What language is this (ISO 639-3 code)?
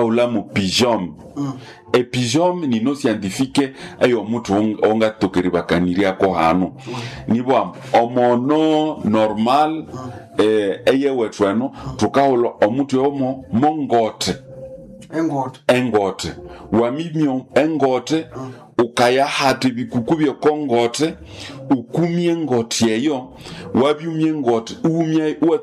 nnb